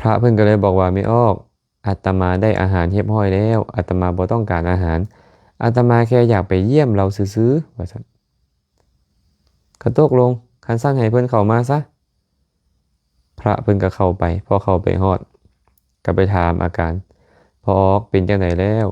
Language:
Lao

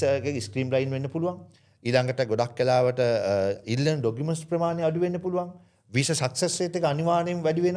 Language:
Sinhala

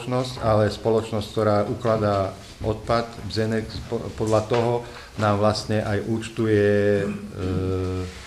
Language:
Slovak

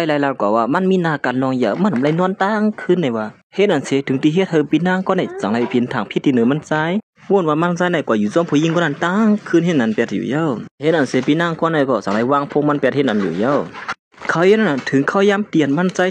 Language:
Shan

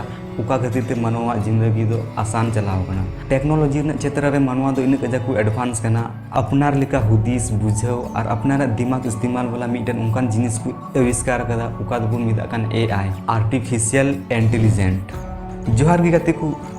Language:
Santali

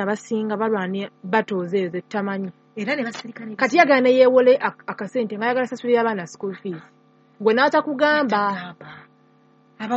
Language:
Ganda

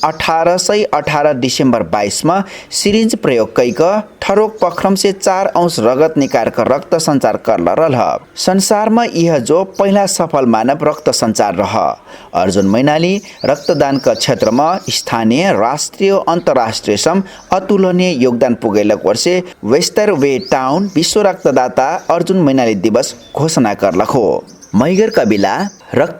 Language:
Dangaura Tharu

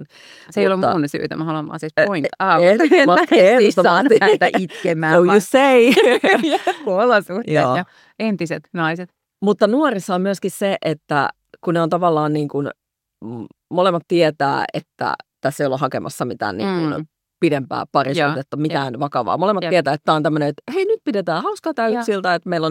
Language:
Finnish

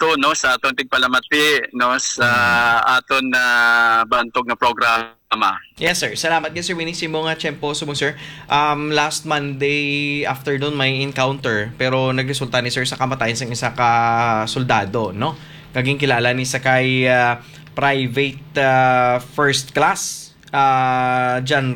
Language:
Hiligaynon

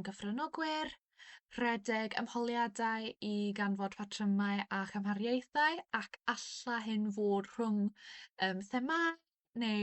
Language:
Welsh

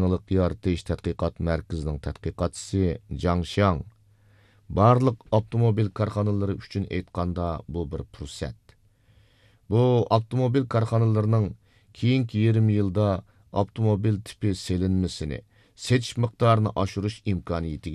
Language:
Uyghur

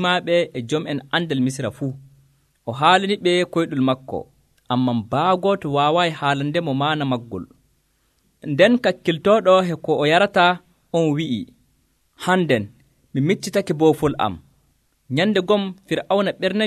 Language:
Nigerian Fulfulde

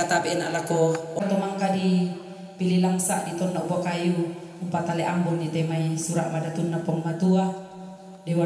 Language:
Toraja-Sa'dan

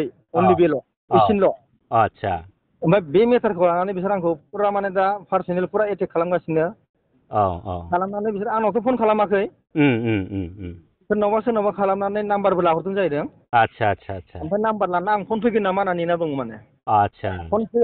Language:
Bodo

